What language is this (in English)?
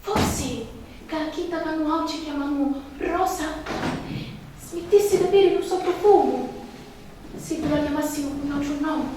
Sicilian